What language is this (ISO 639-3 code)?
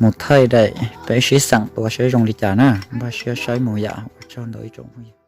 hmn